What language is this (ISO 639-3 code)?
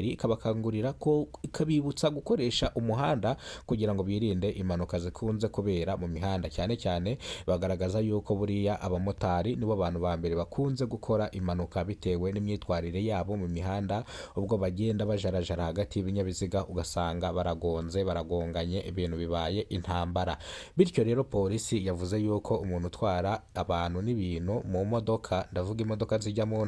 kin